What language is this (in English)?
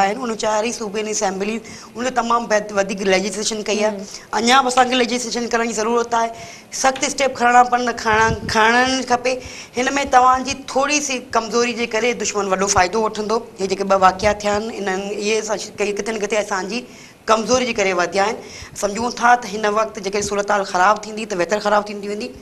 Sindhi